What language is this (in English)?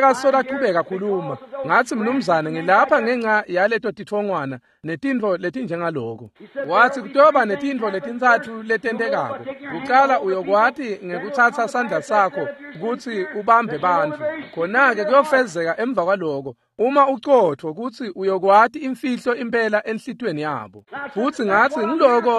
Swati